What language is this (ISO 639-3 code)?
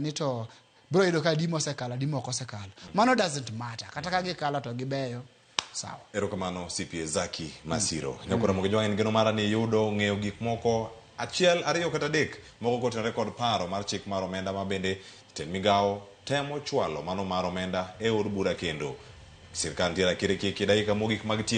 luo